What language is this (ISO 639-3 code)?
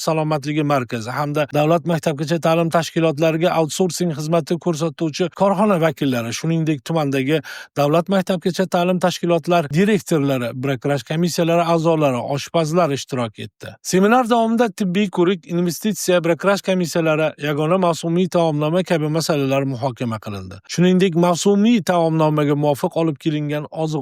uzb